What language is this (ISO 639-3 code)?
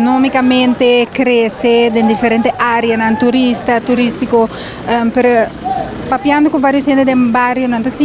pap